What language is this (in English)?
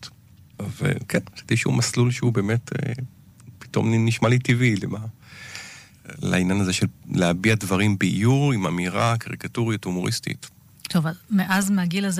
Hebrew